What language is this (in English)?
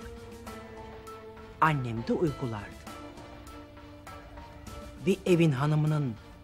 Turkish